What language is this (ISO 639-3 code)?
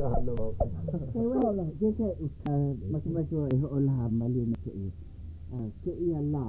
haw